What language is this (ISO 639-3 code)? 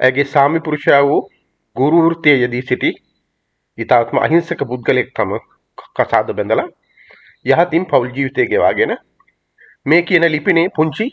sin